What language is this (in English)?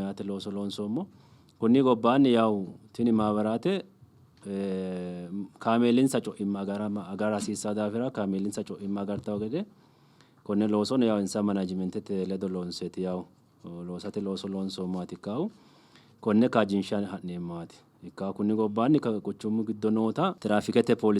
Sidamo